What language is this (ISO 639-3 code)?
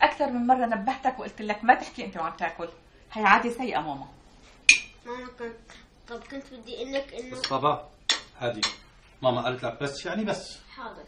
apc